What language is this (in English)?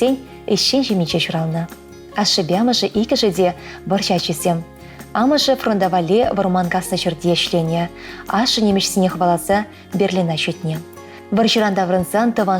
Chuvash